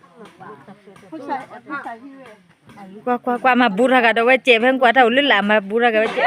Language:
S'gaw Karen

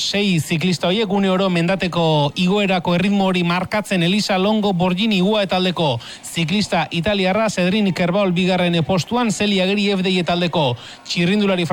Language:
Basque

